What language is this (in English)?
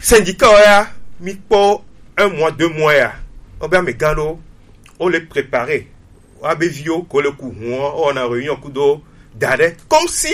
Gen